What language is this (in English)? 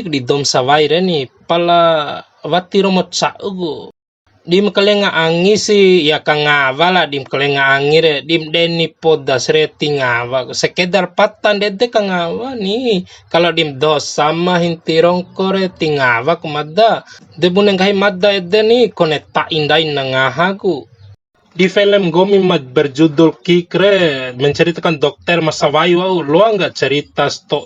Bima